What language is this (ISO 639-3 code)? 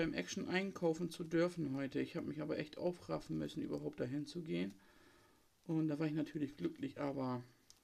deu